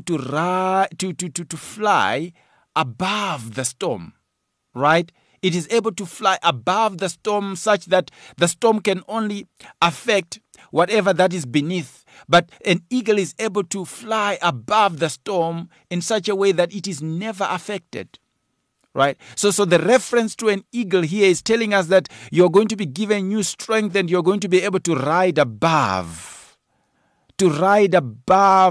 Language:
English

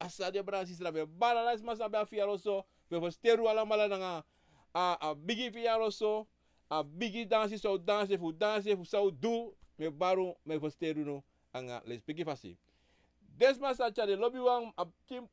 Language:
Sranan Tongo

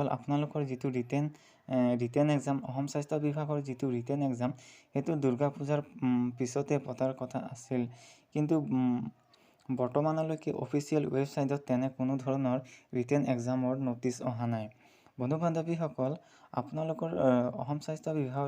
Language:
Assamese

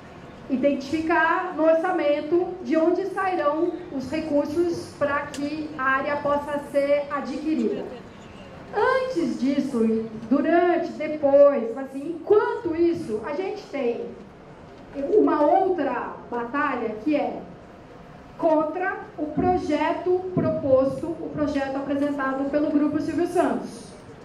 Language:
Portuguese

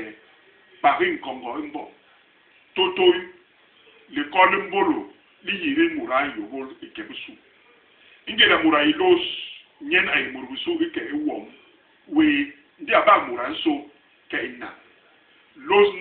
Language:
Basaa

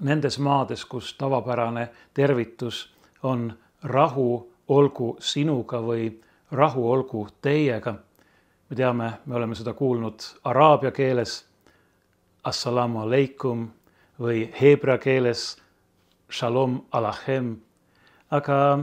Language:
Estonian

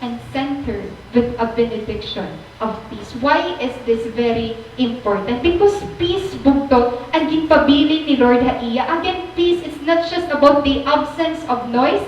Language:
Waray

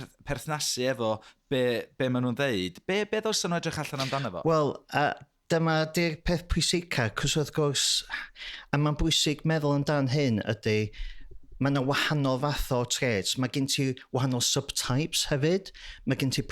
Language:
Welsh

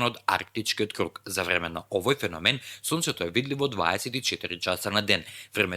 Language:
Macedonian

